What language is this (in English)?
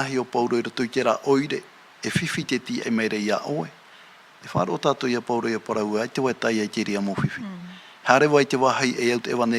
Tahitian